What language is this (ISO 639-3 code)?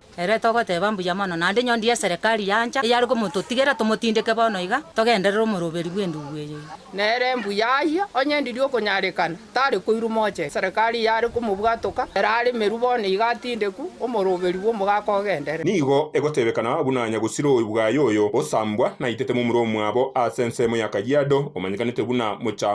guz